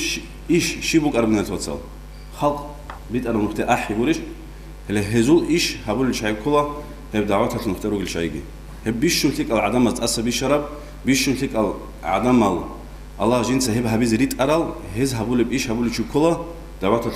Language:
Avaric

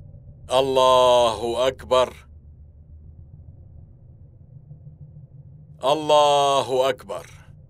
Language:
Arabic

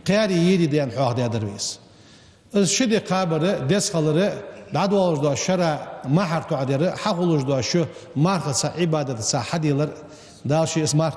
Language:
Ingush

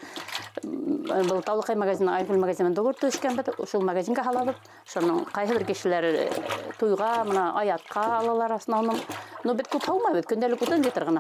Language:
Bashkir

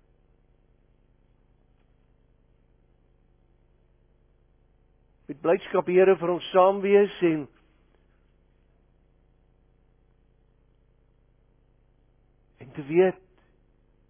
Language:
Afrikaans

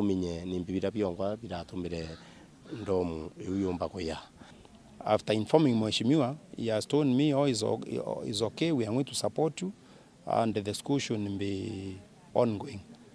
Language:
Meru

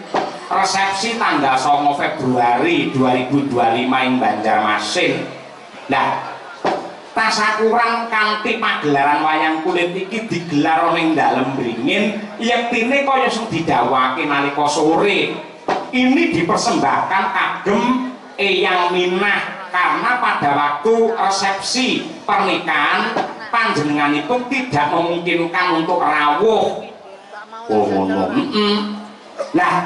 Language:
Javanese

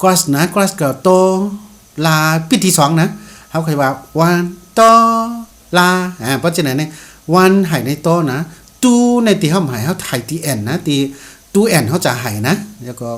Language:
Shan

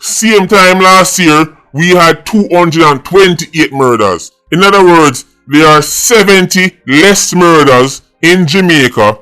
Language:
Jamaican Creole English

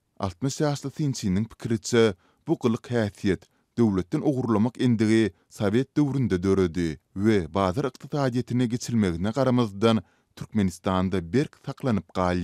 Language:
Turkmen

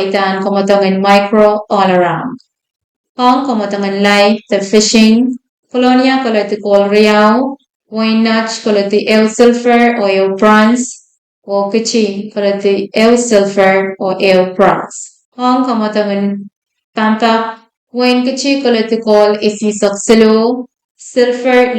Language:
Pohnpeian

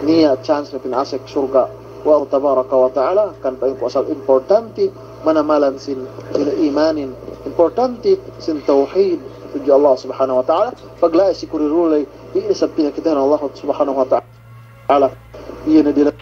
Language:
Yakan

